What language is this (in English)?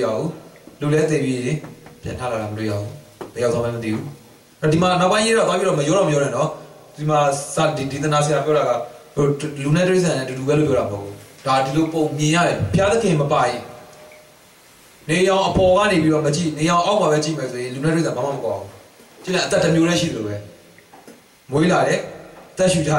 Burmese